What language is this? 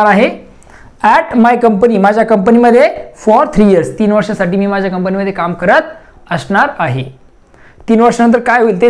Marathi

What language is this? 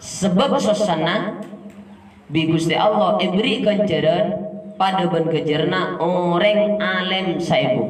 Madurese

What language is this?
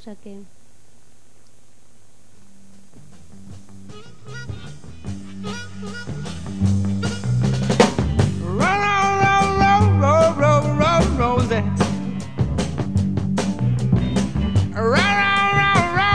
Basque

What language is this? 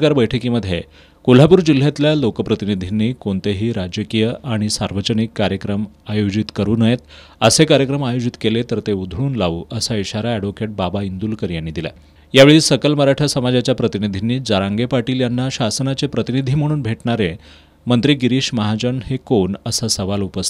Marathi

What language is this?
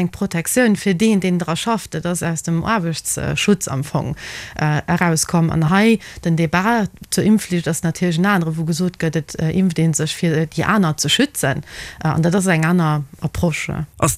Luxembourgish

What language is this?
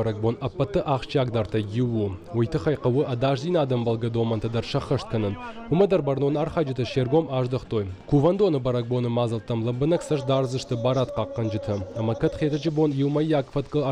Ossetic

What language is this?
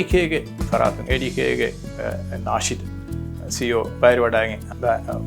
Divehi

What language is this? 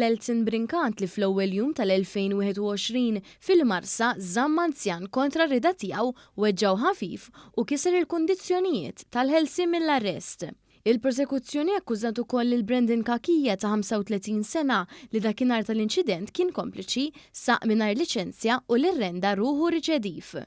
Maltese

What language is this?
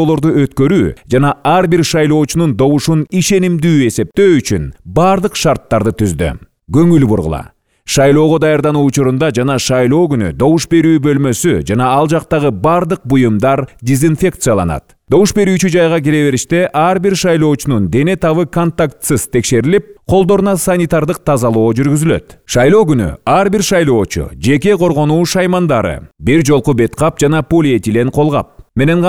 Kyrgyz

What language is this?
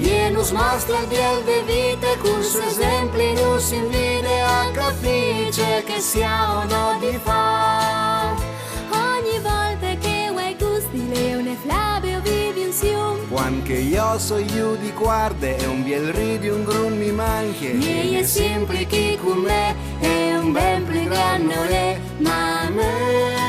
Friulian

